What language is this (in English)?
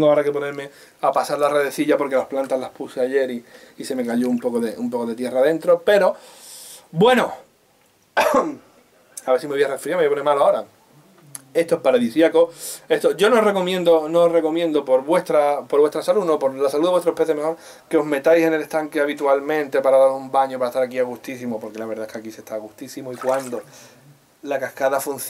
Spanish